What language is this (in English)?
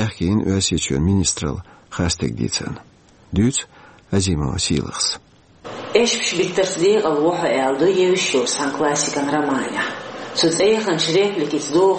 Chechen